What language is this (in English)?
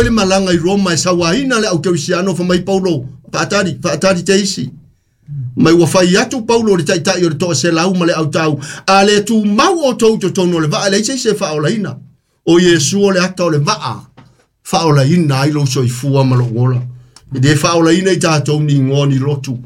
Samoan